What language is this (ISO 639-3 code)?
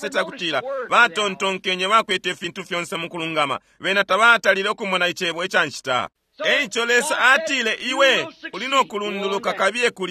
bem